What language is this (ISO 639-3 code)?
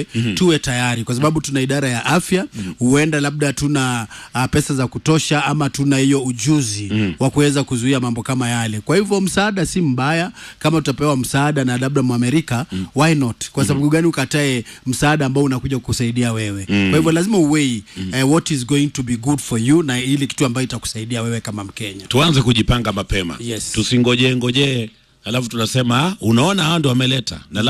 swa